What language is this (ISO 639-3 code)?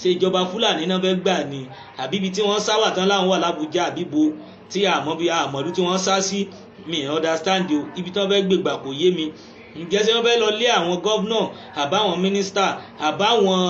yor